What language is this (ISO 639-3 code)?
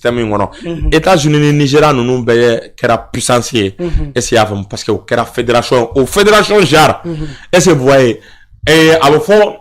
bam